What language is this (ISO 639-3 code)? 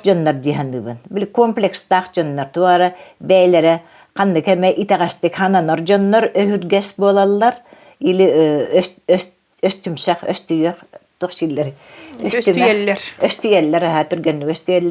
sah